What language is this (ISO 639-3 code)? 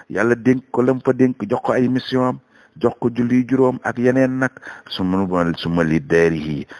wol